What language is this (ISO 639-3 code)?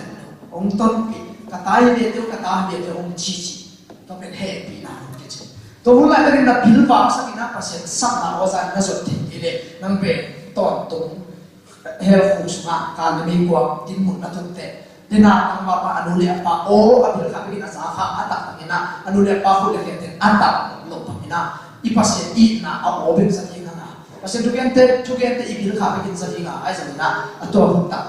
ctd